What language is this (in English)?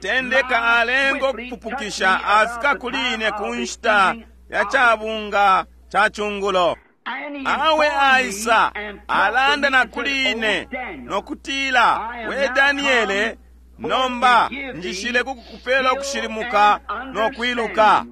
Bemba